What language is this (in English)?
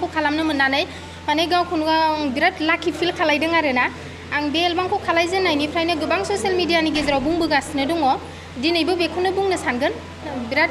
Bodo